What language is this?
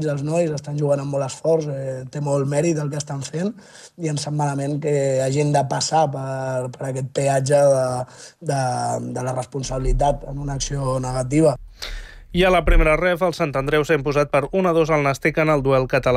Catalan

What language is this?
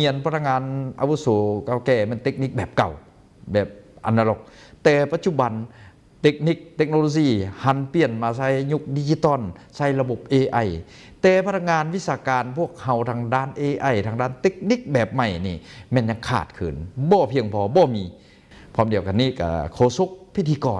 Lao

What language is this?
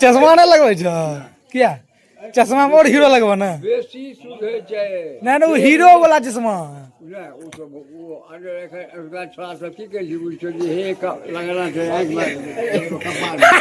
Maithili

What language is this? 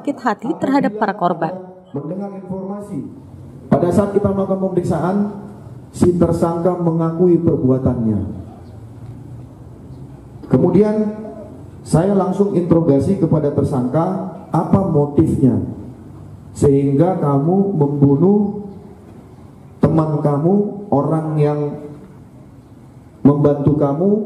Indonesian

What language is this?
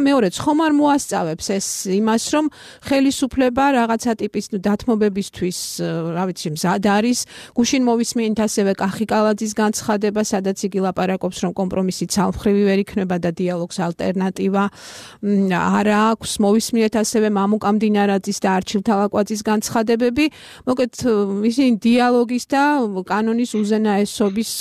Georgian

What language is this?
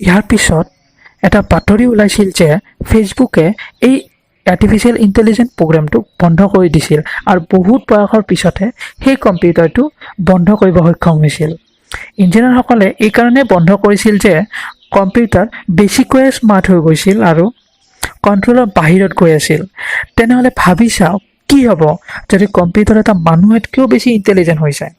Assamese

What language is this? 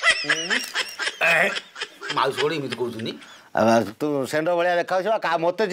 Odia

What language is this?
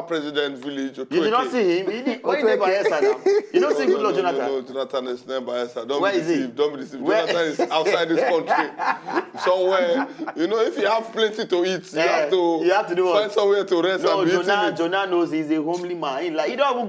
Nigerian Pidgin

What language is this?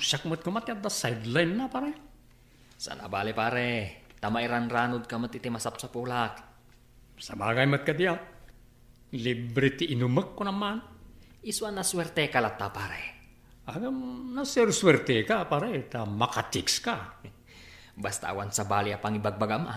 Iloko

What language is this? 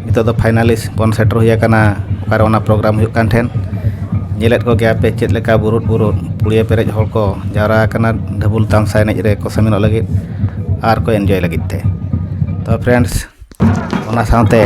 Santali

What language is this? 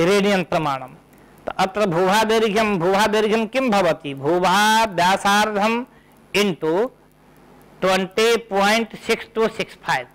Sanskrit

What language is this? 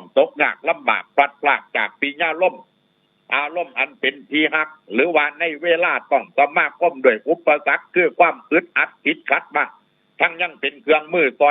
Northeastern Thai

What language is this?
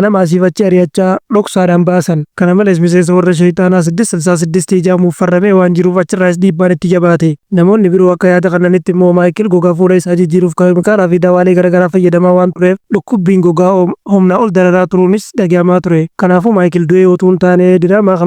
Oromo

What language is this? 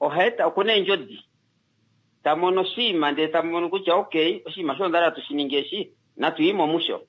Kuanyama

